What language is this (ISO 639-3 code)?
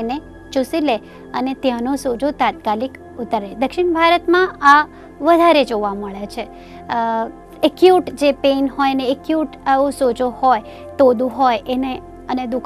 guj